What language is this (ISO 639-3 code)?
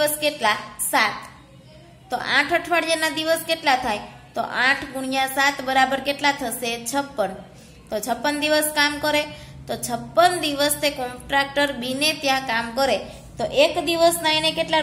guj